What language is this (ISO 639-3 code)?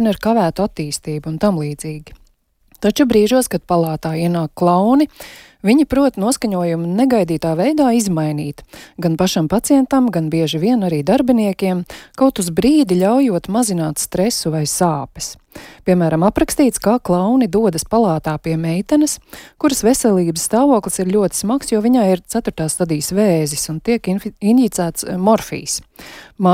lav